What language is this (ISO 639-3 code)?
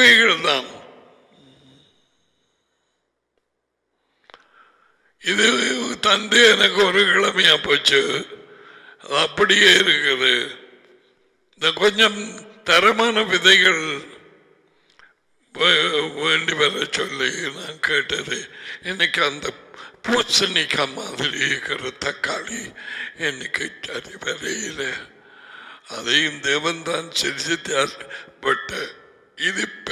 tam